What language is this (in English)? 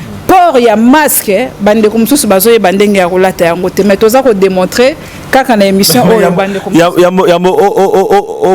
Lingala